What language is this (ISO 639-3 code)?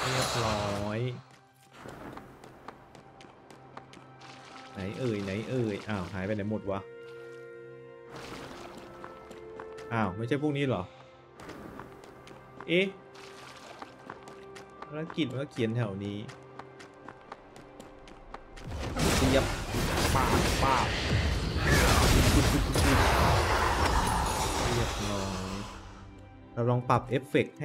tha